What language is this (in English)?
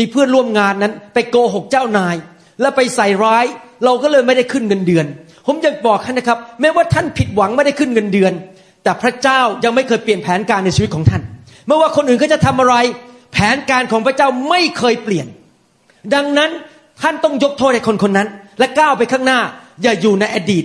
Thai